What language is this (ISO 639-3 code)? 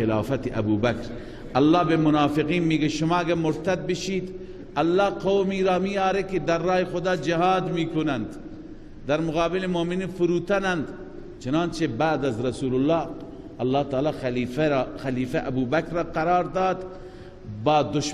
fas